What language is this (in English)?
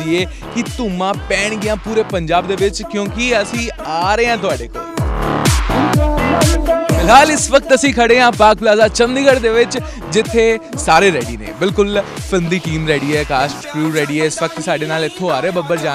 Punjabi